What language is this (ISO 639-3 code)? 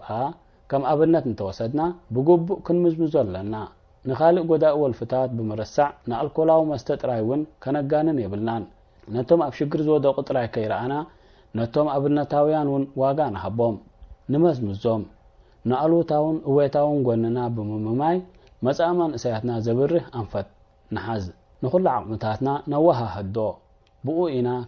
tir